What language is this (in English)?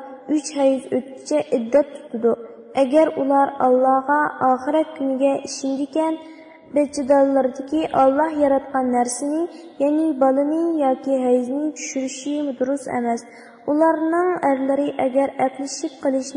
Uyghur